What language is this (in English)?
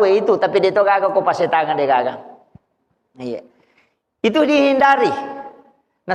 Buginese